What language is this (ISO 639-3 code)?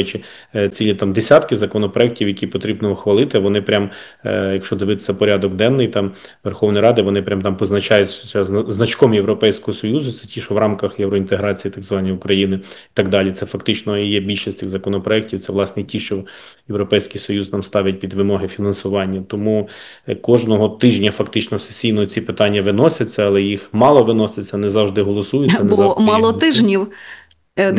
ukr